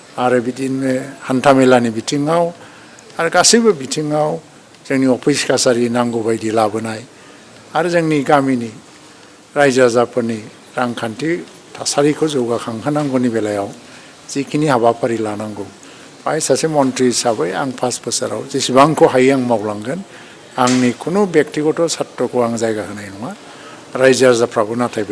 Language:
Bodo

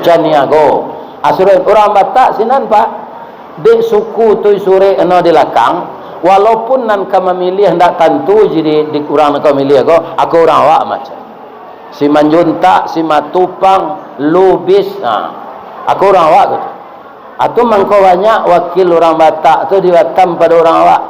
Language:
Minangkabau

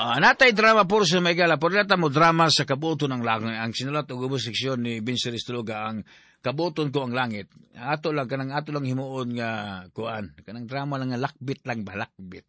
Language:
Cebuano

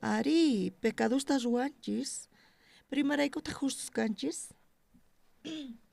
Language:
South Bolivian Quechua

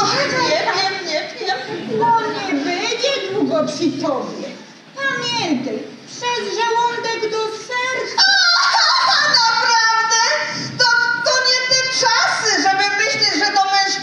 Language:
Silesian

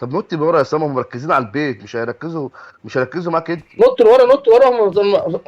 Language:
Egyptian Arabic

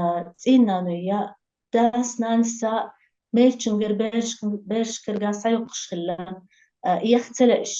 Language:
Chechen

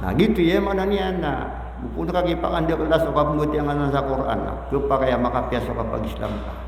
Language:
Maranao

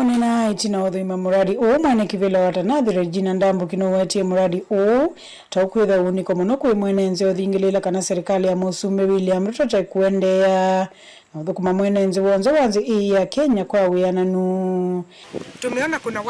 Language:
Kamba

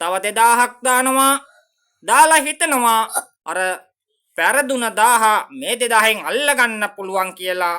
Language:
Sinhala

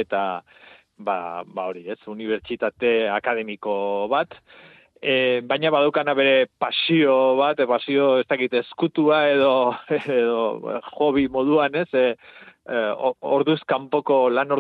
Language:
Basque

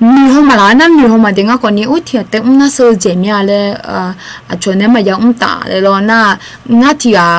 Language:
Akha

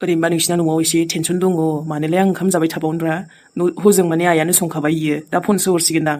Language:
Bodo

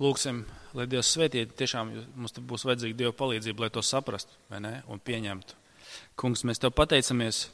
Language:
Latvian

